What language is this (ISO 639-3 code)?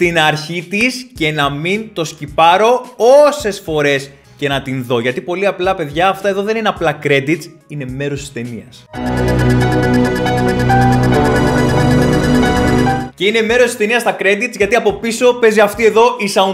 ell